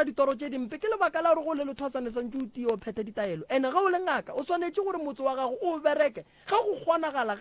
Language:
Northern Sotho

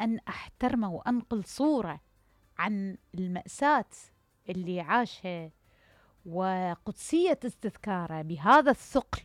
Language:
Mesopotamian Arabic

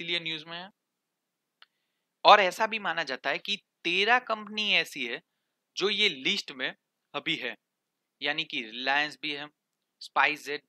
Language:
Hindi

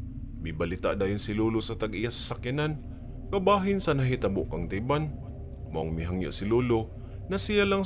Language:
Cebuano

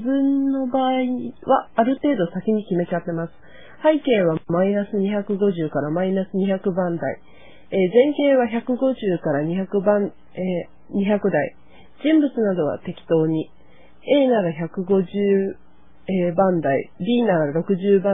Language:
Japanese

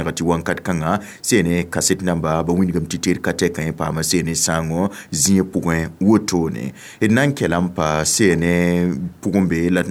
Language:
Mossi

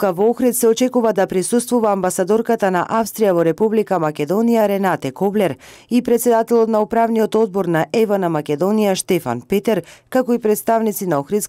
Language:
Macedonian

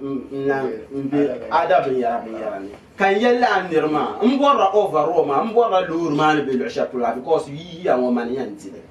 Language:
Dagbani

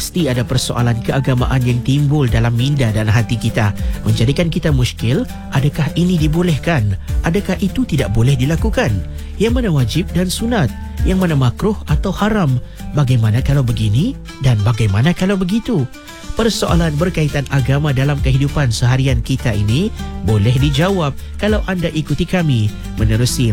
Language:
Malay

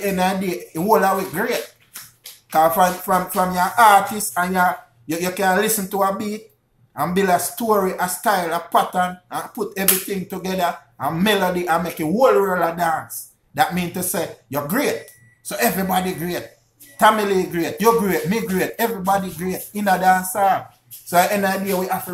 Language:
Jamaican Creole English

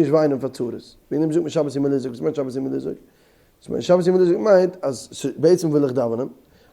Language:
Yiddish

